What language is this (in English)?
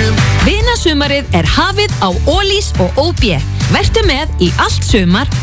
Icelandic